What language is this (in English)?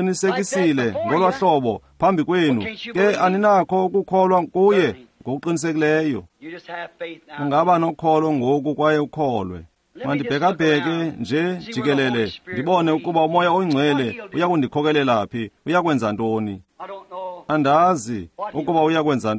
Xhosa